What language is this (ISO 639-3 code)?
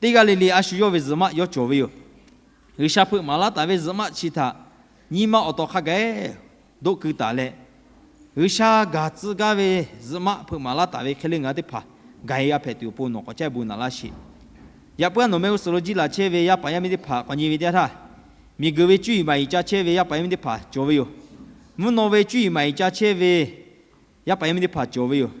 lhu